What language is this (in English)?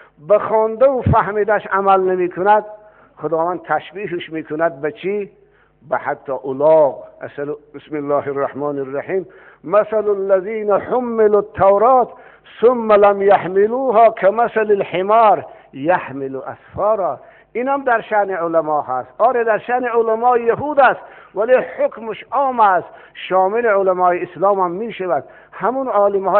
Tajik